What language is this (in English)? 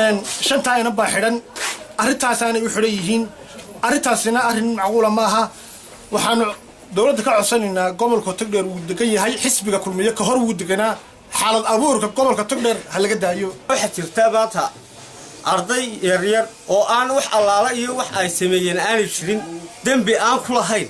Somali